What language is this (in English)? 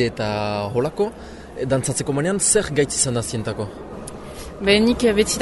Basque